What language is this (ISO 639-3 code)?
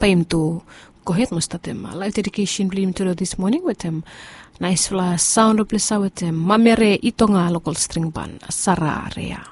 bis